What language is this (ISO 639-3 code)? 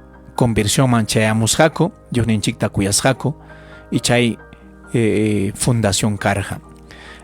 quy